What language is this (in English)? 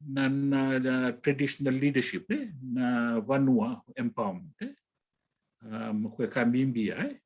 Fijian